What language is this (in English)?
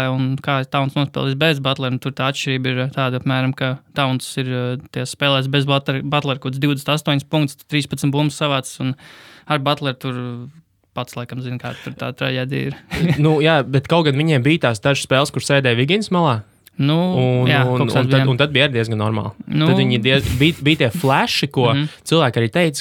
Latvian